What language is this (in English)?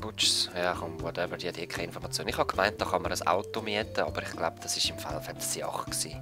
Swiss German